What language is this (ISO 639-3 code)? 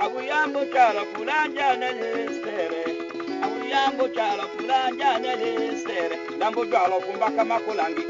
tll